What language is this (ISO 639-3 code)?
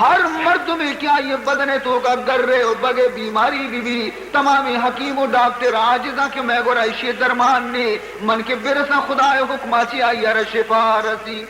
bal